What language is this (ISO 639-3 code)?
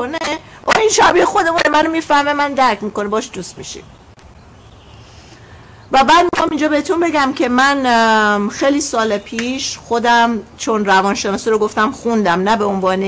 fas